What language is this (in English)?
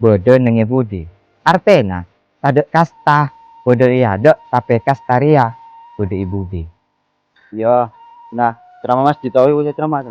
Madurese